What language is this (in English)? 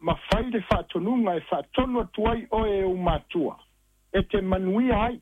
Samoan